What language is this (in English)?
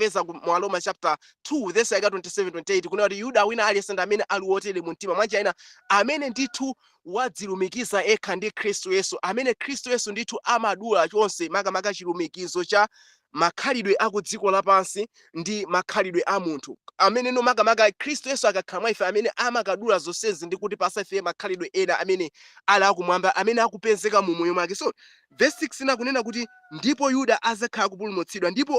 Nyanja